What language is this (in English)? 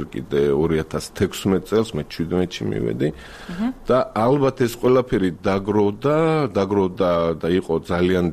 Georgian